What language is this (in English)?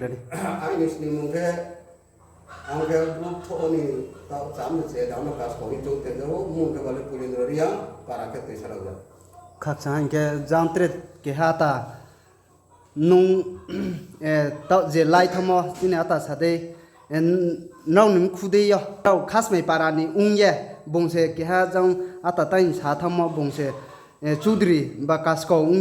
Riang (India)